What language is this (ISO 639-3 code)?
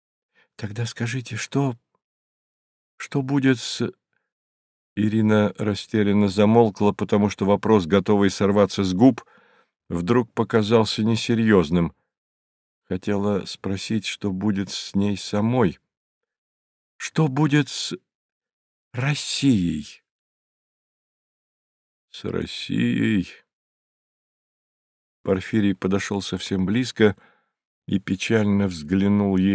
rus